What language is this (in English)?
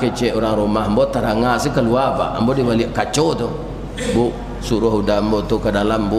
Minangkabau